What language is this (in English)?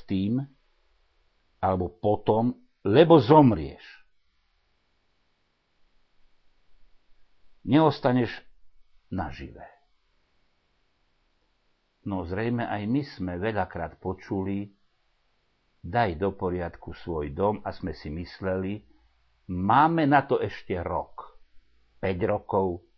Slovak